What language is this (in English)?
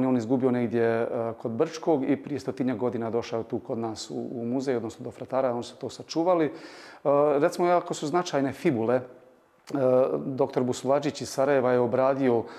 Croatian